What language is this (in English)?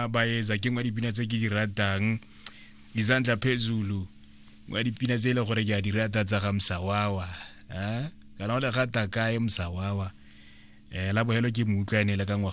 Tswana